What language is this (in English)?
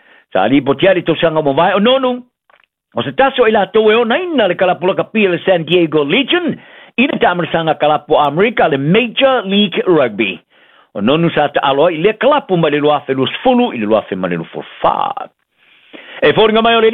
Samoan